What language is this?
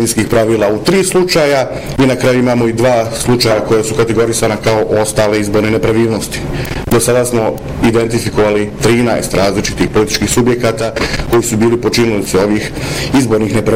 Bosnian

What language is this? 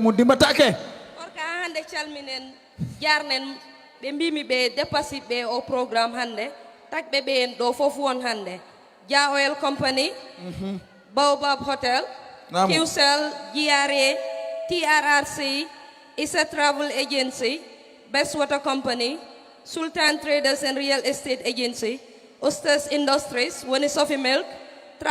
Fula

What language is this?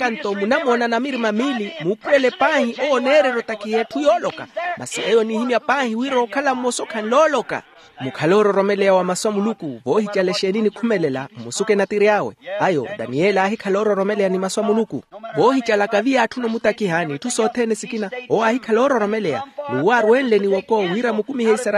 Makhuwa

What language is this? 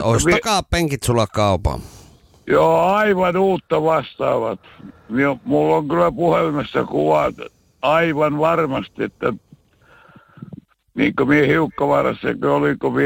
Finnish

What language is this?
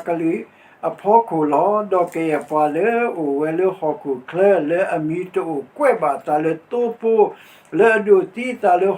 S'gaw Karen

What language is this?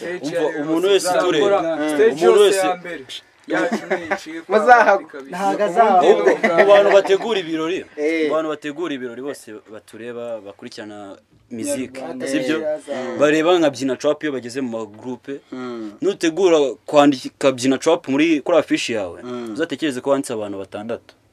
Kinyarwanda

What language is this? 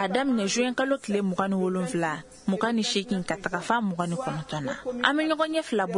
Bambara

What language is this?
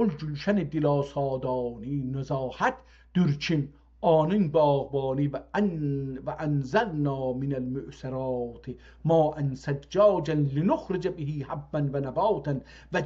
South Azerbaijani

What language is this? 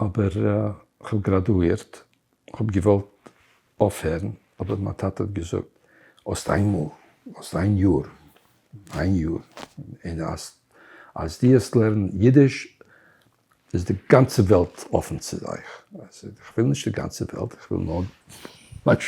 Yiddish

